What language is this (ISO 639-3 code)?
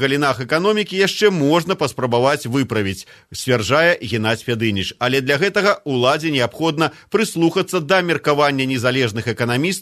bel